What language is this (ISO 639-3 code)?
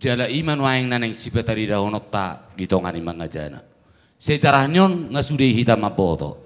bbc